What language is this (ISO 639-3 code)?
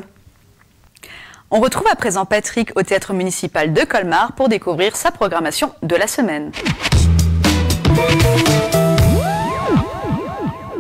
fra